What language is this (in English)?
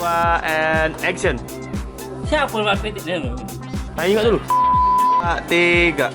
Musi